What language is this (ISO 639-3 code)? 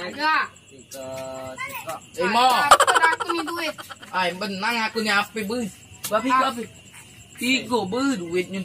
mui